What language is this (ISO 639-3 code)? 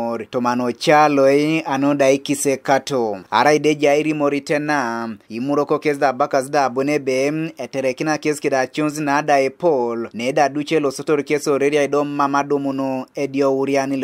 teo